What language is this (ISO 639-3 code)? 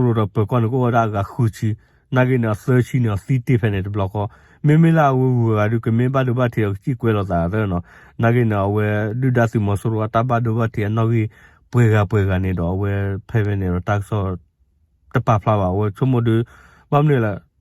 ksw